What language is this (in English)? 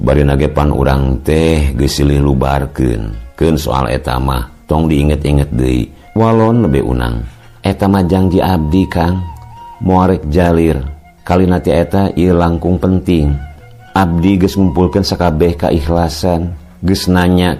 Sundanese